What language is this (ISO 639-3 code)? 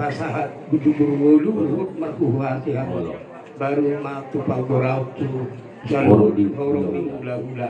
bbc